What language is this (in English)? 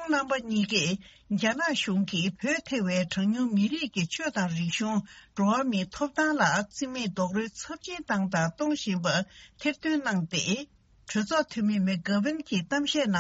Tibetan